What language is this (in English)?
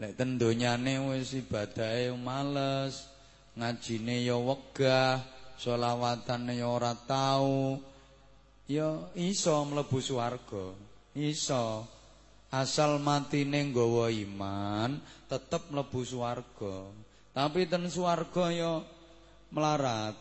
Javanese